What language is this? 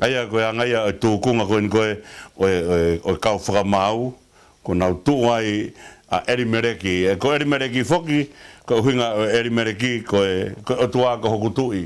Tongan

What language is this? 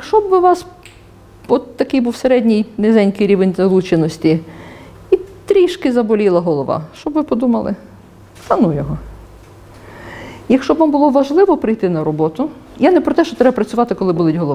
Ukrainian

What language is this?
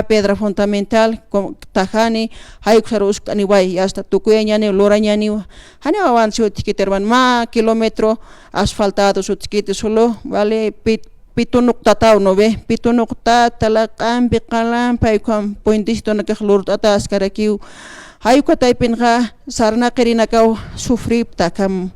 Aymara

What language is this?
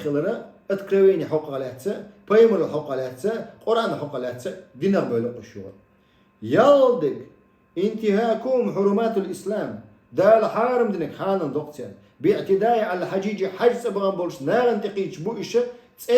Chechen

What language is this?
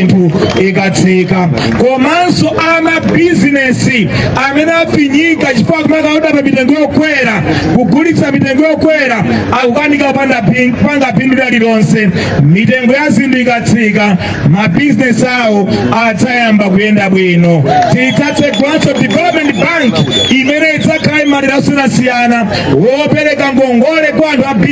Nyanja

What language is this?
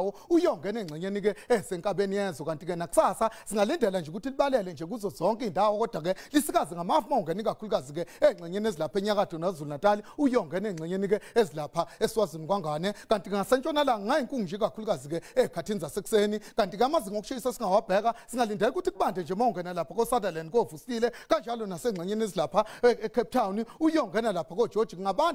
Zulu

